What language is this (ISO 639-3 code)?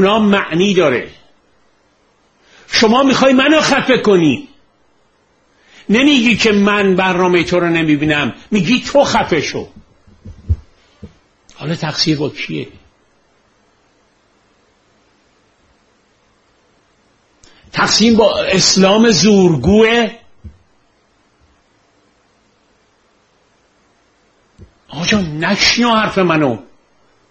fas